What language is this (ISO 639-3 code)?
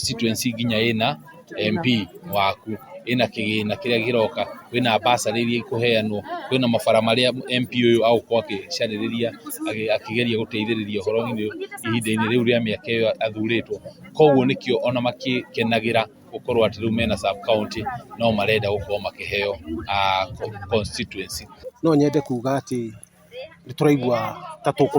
kik